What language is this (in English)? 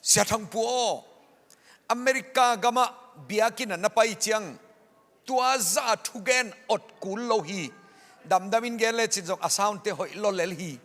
Tedim Chin